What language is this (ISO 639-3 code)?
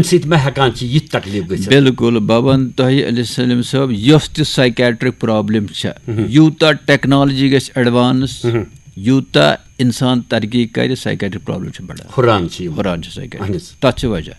kas